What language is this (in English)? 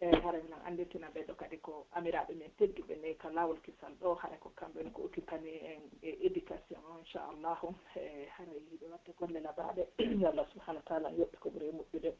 Pular